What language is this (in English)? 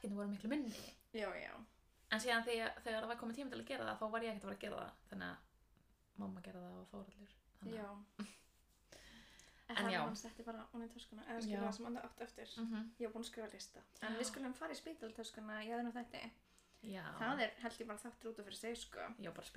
Icelandic